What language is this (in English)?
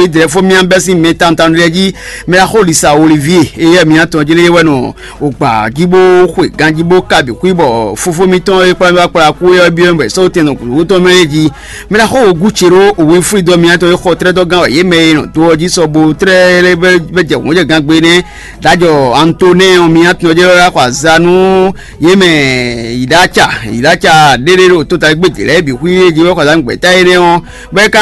Fon